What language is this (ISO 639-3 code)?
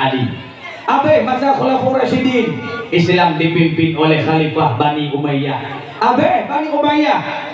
ace